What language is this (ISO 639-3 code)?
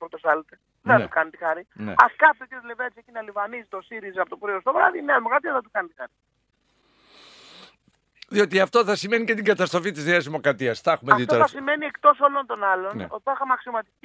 ell